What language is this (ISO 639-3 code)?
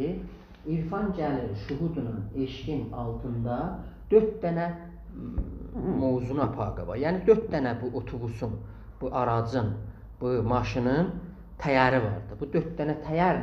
azb